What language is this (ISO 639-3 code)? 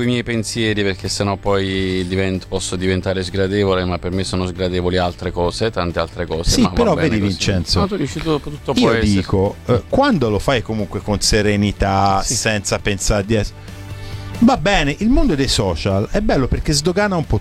ita